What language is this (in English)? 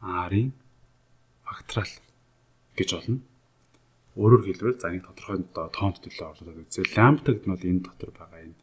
Mongolian